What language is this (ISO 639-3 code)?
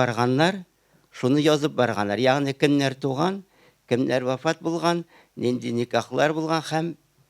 tat